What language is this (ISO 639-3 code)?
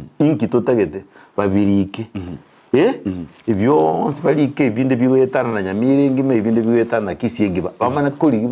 guz